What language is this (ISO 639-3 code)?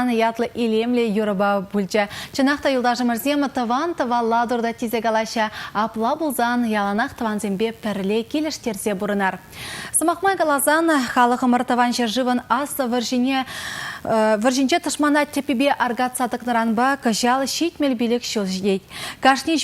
chv